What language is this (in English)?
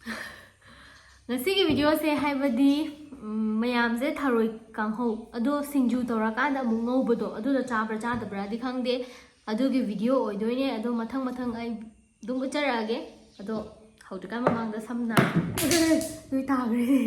Manipuri